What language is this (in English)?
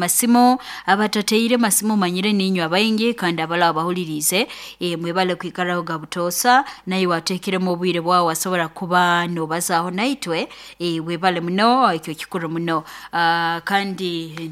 Nyoro